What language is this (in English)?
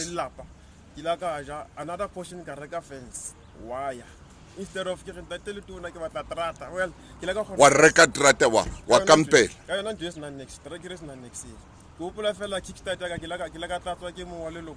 Southern Sotho